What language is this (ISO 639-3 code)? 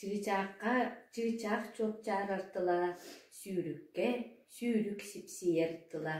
sah